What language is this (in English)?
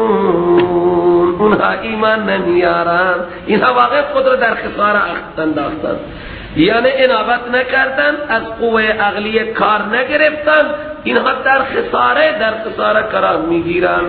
Persian